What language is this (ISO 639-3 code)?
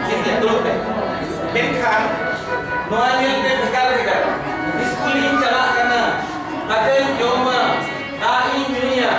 sat